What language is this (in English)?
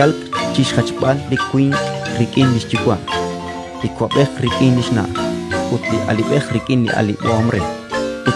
Kekchí